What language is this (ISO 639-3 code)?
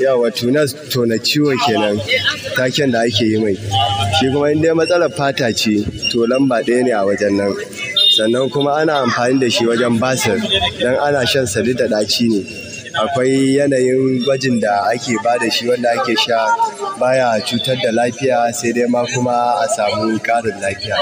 hau